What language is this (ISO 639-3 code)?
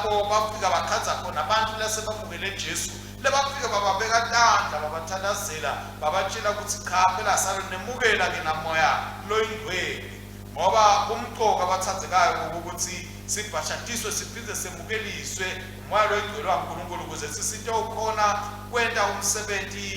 ssw